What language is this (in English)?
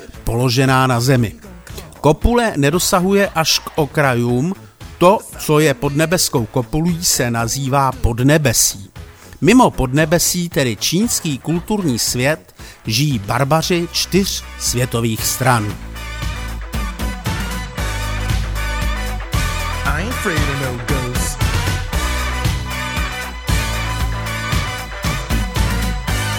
Czech